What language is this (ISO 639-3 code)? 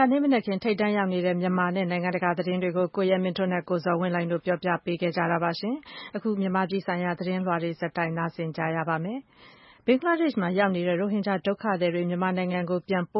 mya